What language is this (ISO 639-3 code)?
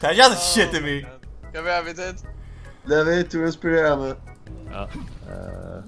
fao